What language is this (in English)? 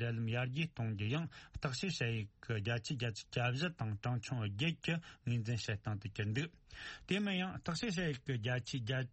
Tibetan